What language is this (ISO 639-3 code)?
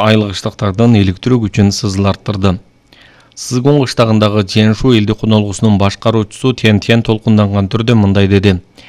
kir